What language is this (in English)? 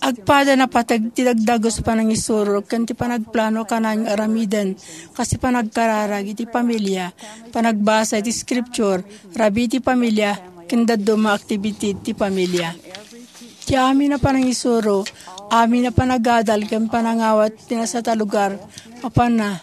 Iloko